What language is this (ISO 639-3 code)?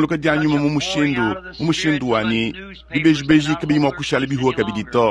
lua